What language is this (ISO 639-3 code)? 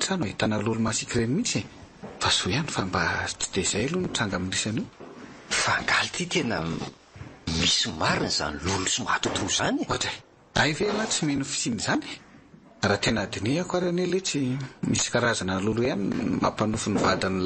mlg